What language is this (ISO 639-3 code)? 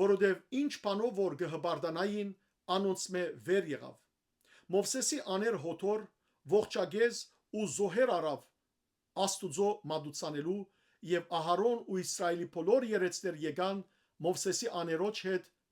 hyw